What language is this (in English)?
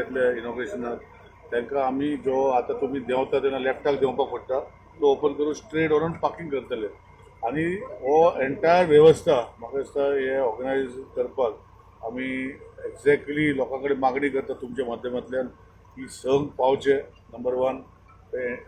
Konkani